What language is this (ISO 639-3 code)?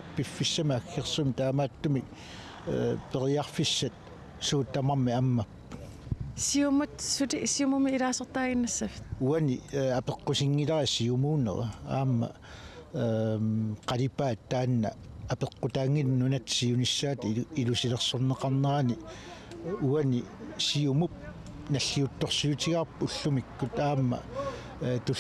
kal